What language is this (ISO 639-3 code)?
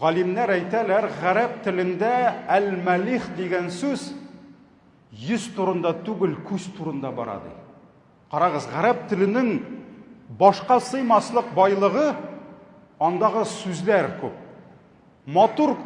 tat